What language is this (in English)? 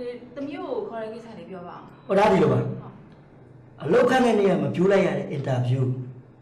Burmese